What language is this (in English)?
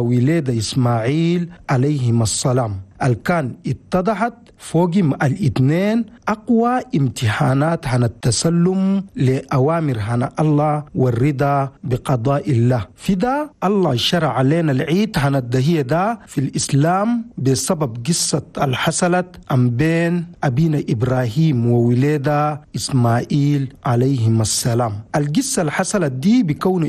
Chadian Arabic